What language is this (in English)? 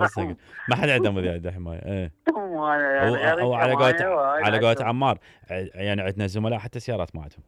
Mesopotamian Arabic